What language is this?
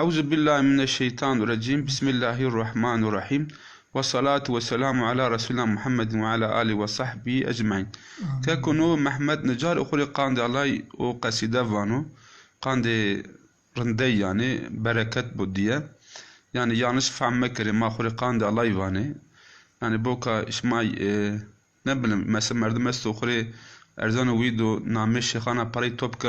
Zaza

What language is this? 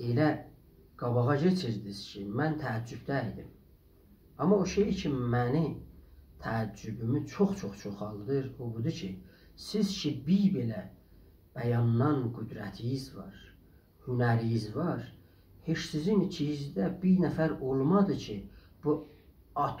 South Azerbaijani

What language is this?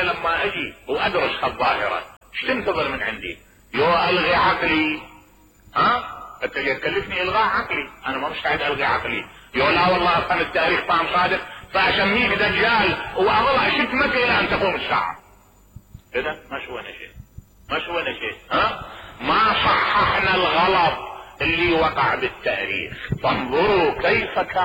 Mesopotamian Arabic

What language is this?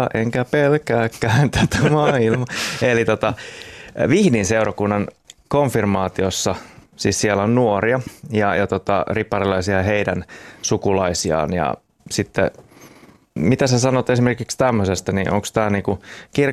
Finnish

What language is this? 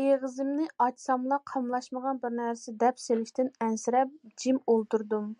Uyghur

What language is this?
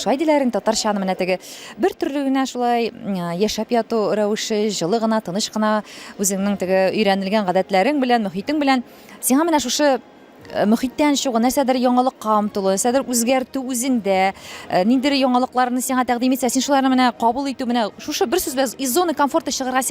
Tatar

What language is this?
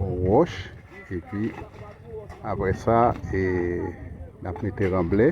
Haitian Creole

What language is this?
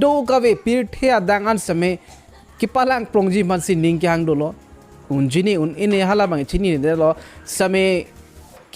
Karbi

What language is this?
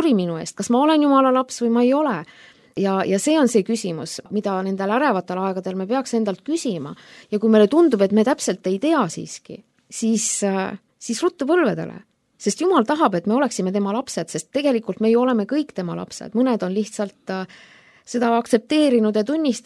Estonian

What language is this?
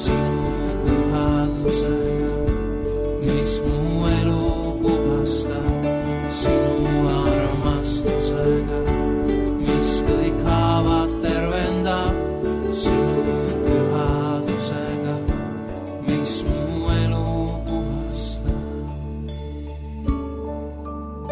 Estonian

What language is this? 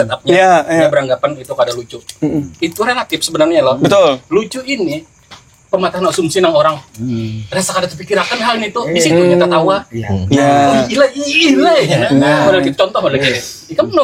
Banjar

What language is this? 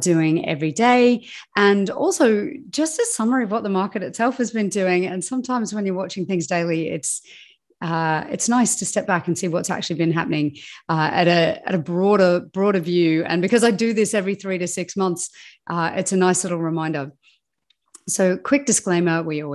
English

